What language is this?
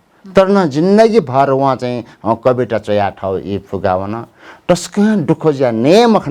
Newari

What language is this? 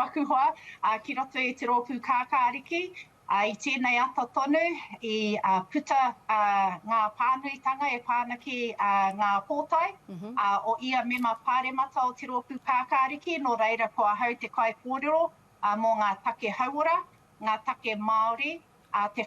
Māori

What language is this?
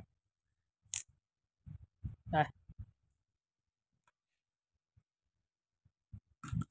Vietnamese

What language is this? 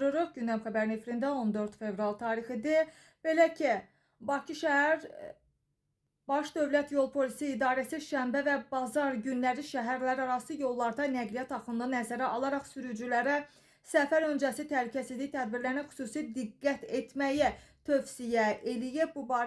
Azerbaijani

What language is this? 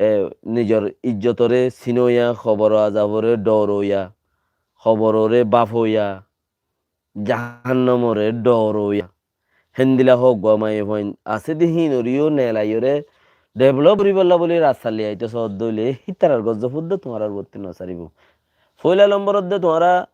Rohingya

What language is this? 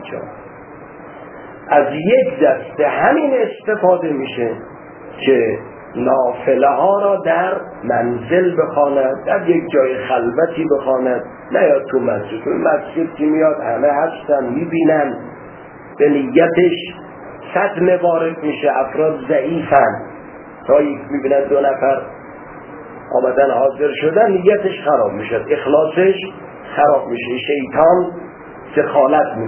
Persian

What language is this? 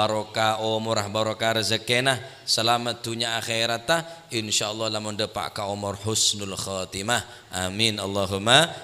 Madurese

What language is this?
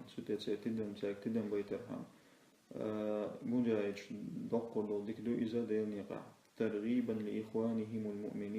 Chechen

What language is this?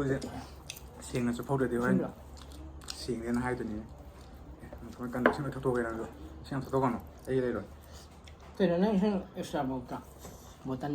Manipuri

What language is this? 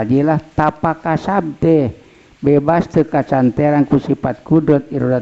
Sundanese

